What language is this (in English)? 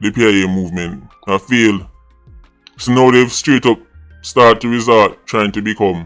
Jamaican Creole English